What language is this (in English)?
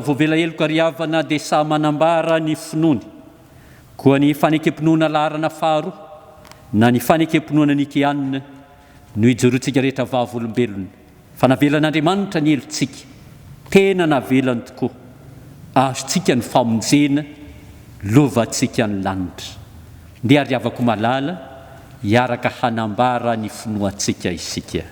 Malagasy